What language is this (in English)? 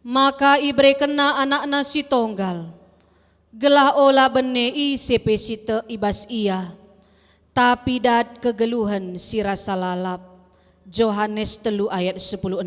Batak Karo